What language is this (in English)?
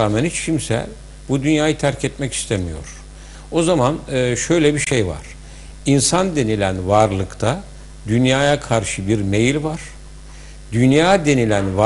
Turkish